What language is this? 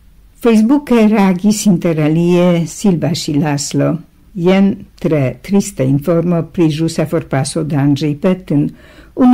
Esperanto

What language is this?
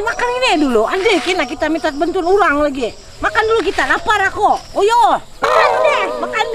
Banjar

